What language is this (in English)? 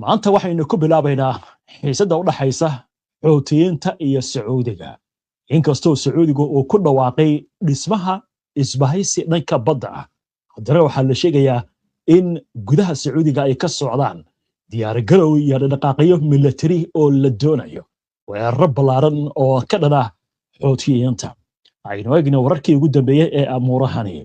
Somali